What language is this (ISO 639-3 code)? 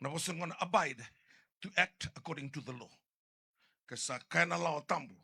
fij